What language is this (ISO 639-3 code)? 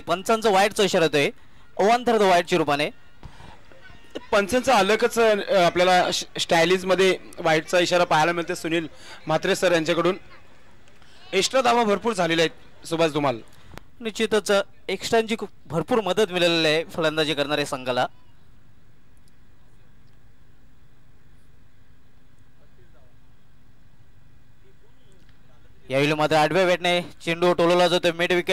mar